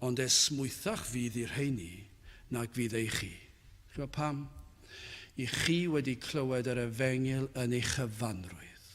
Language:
Welsh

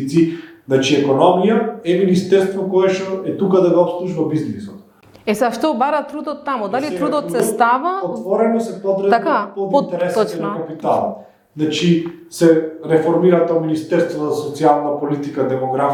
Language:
Macedonian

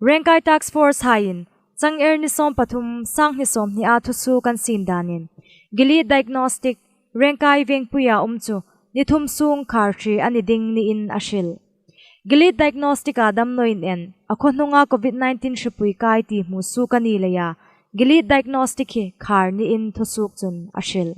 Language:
Hmar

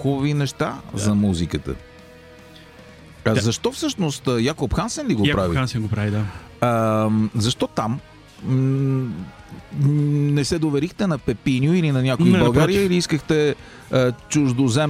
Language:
Bulgarian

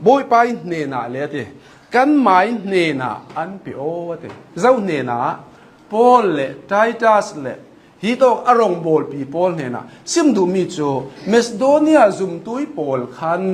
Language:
Hakha Chin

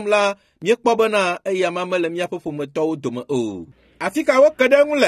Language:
Ewe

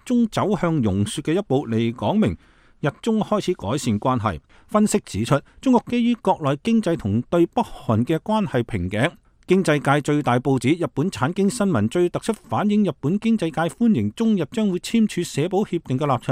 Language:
Cantonese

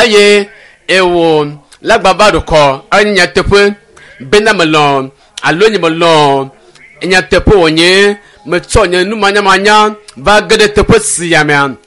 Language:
Ewe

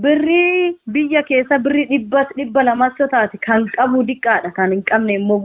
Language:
Oromo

